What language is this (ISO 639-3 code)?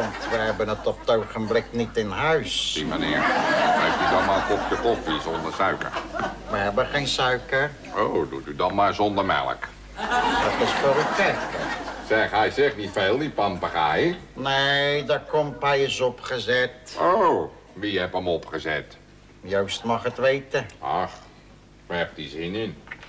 nld